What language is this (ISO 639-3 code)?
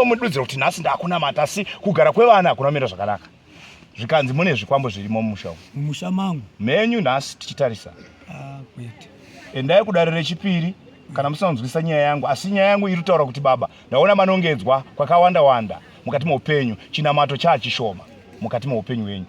sna